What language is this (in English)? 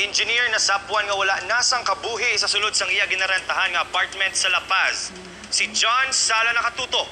Hiligaynon